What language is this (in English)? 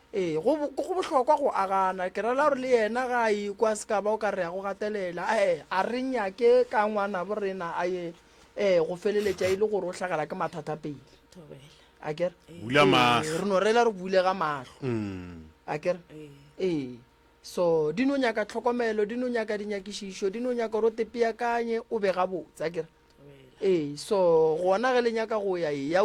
Northern Sotho